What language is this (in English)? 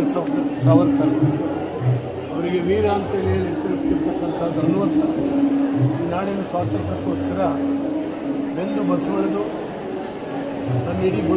Kannada